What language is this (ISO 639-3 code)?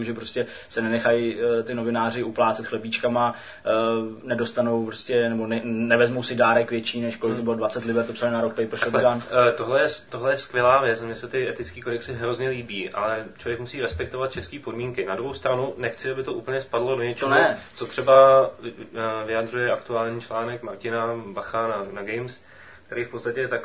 ces